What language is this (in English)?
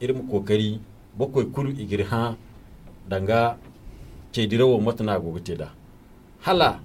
Zarma